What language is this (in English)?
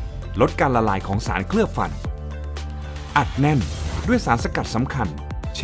Lao